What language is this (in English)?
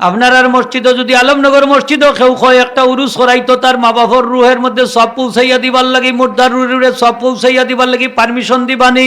Sylheti